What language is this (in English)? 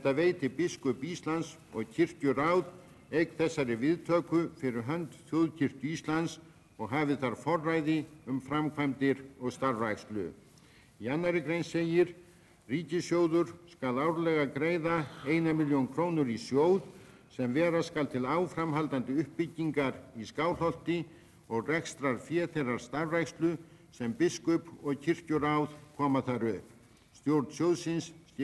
Icelandic